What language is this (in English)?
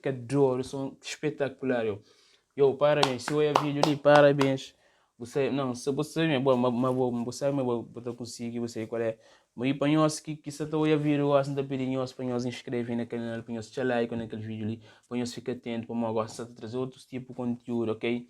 Kabuverdianu